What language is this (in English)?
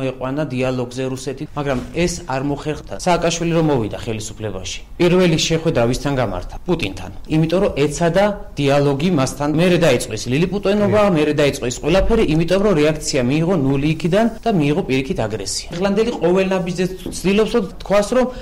Georgian